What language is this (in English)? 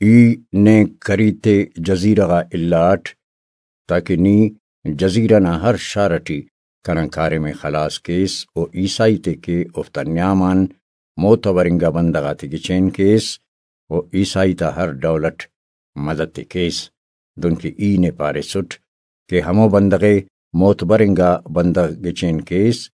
Brahui